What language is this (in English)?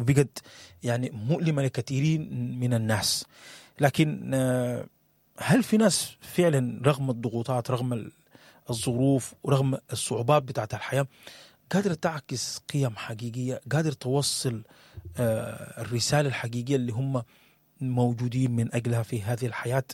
Sudanese Arabic